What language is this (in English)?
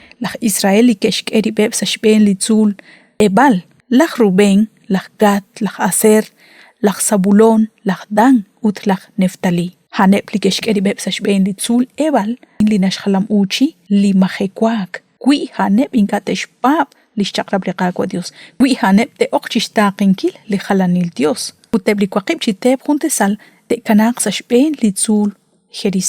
Kekchí